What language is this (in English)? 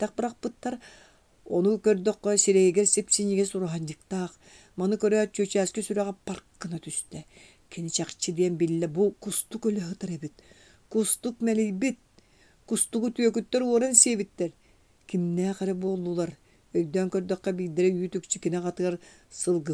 Yakut